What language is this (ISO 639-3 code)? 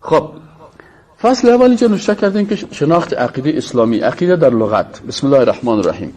fas